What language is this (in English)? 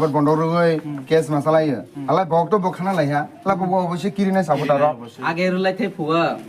Kok Borok